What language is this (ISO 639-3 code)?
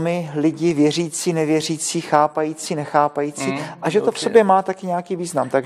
ces